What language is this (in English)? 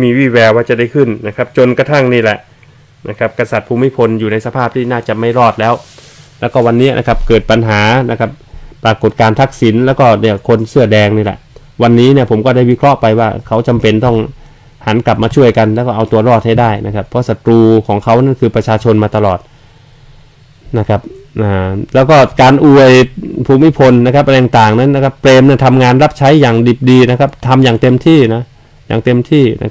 Thai